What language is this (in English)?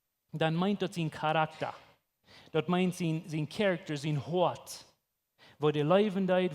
Plautdietsch